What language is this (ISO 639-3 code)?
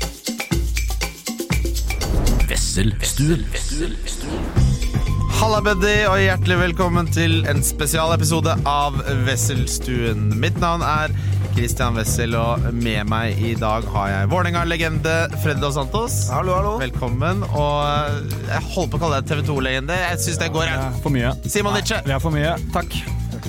nor